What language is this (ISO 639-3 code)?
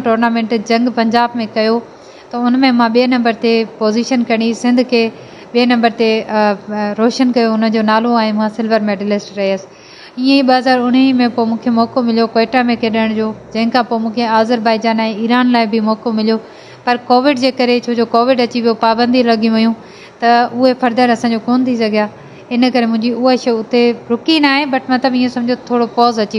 snd